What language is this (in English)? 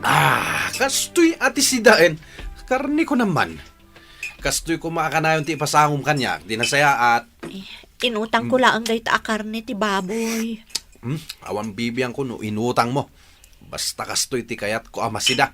Iloko